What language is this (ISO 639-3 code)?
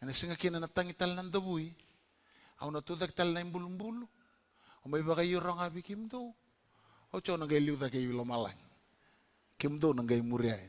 fij